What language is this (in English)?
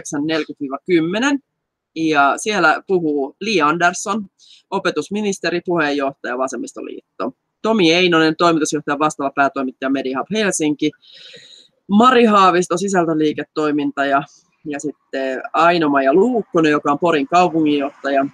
Finnish